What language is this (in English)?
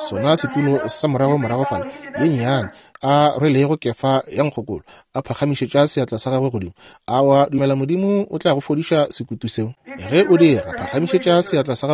Northern Sotho